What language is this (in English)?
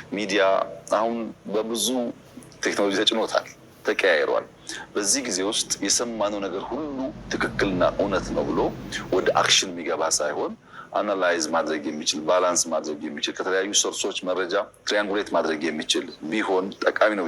Amharic